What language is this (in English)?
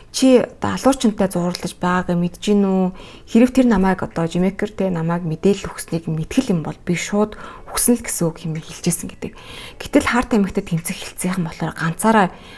Mongolian